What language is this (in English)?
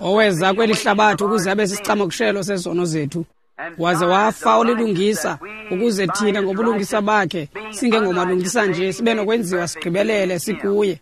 Xhosa